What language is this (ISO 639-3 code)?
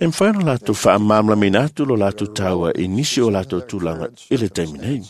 smo